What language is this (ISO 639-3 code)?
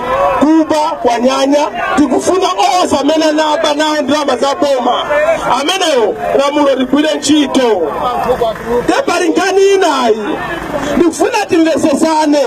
nya